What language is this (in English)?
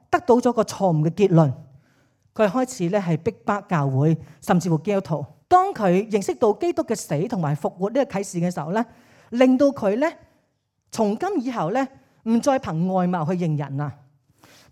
Cantonese